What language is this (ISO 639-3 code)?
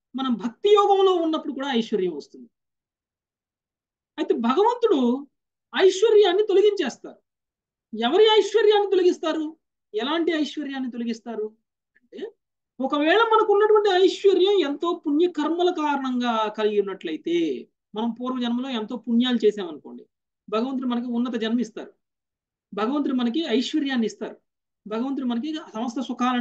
tel